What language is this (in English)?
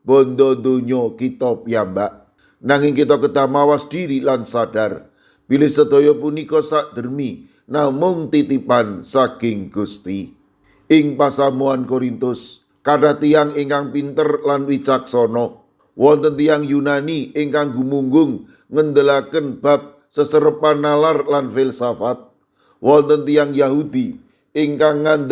Javanese